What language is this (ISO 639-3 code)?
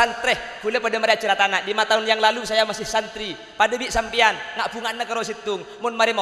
mad